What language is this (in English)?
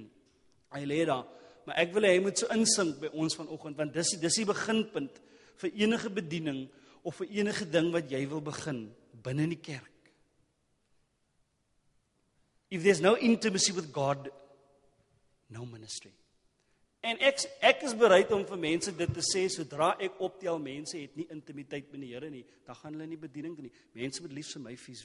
Afrikaans